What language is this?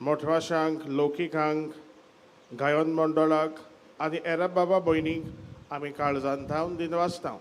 Konkani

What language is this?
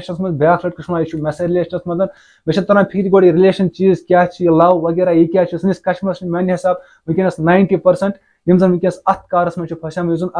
Kashmiri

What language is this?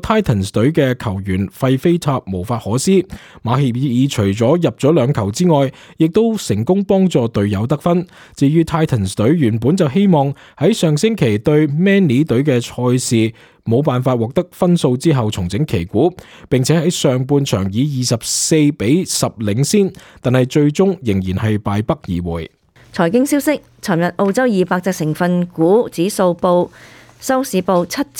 Cantonese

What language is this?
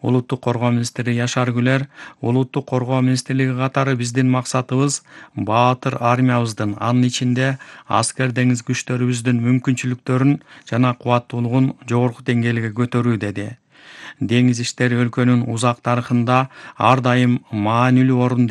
Kyrgyz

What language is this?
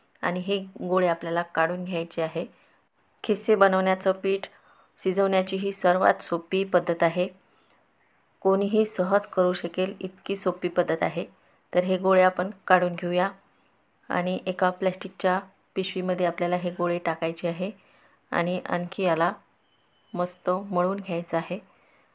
Marathi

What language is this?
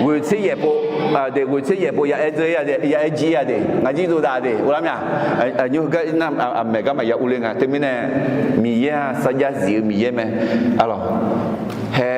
Akha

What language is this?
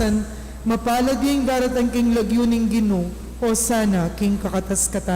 Pampanga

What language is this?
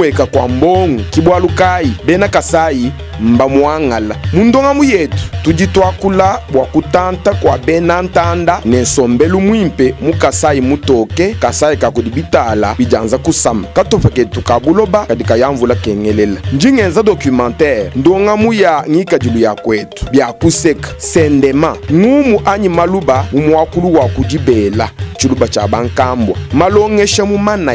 Luba-Lulua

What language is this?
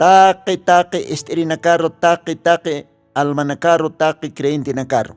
Aymara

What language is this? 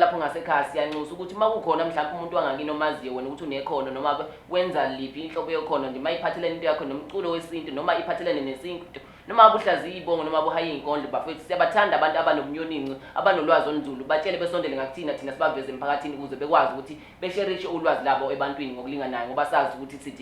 Zulu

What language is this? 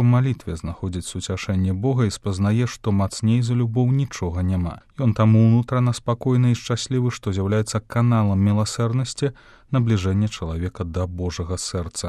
Belarusian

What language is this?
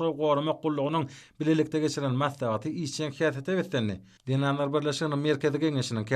Turkmen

